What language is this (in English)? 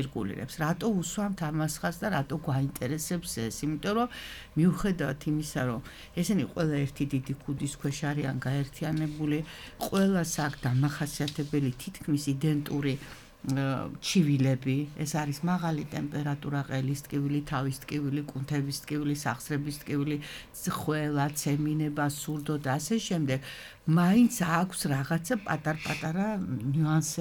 Georgian